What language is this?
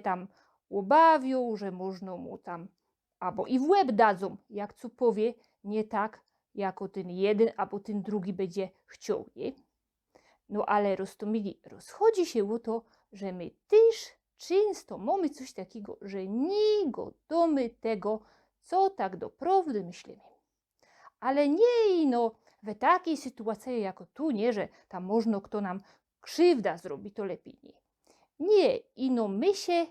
Silesian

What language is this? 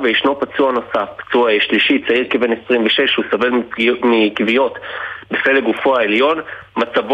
Hebrew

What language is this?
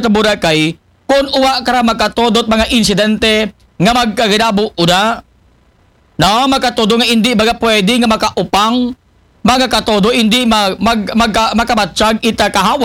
Aklanon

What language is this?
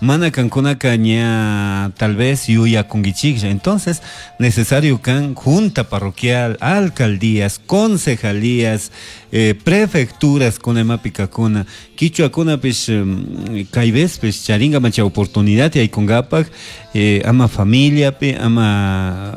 Chimborazo Highland Quichua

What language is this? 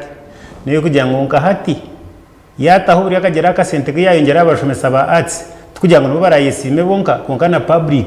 Nyankole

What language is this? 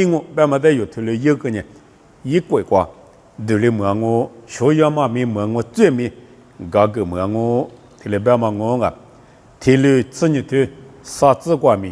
Lisu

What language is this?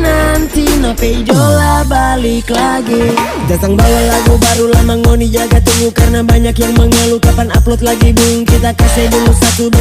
Manado Malay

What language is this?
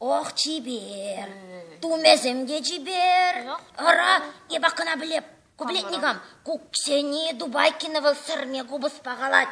Chuvash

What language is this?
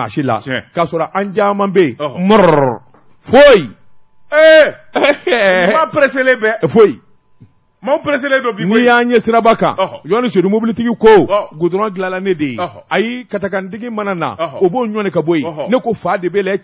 Bambara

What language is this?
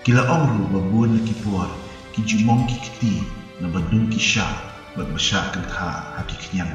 Khasi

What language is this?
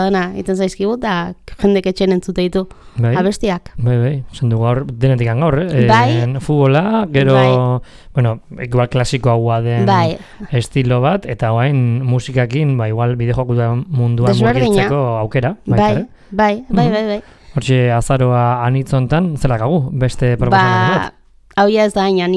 Basque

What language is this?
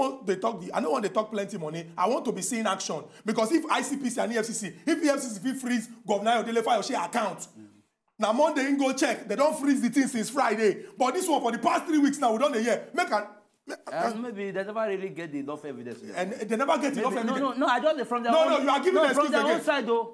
Nigerian Pidgin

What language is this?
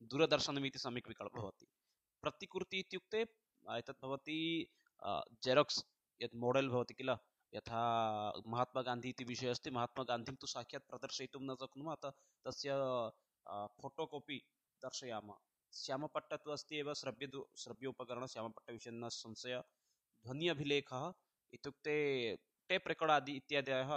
Sanskrit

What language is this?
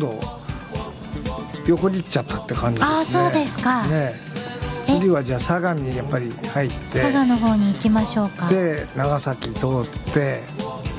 Japanese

